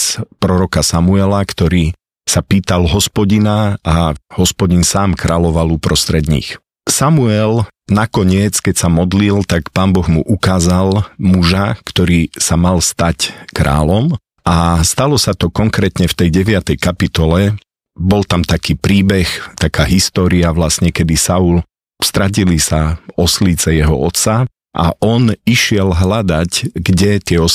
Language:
Slovak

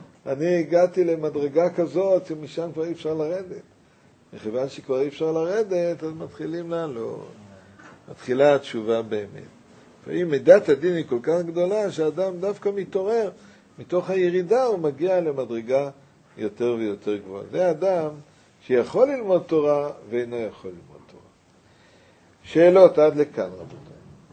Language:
Hebrew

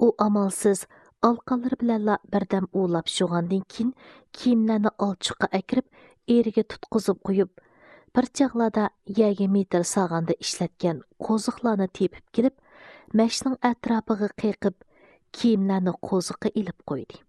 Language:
Uyghur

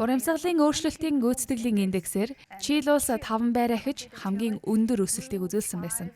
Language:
Mongolian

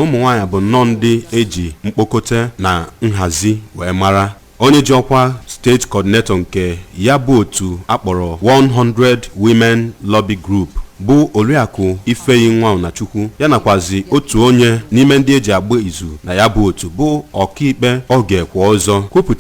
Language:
Igbo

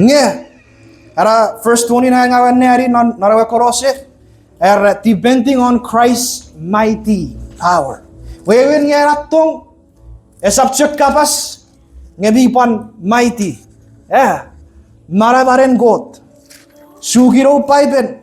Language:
Chuukese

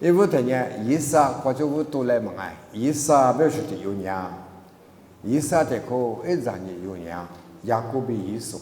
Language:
Lisu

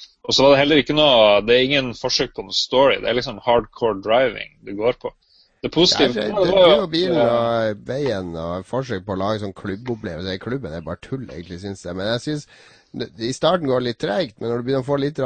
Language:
Norwegian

